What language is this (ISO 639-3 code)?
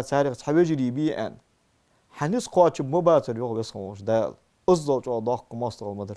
inh